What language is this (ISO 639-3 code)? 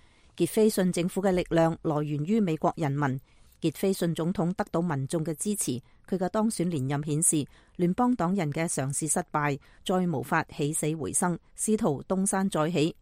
yue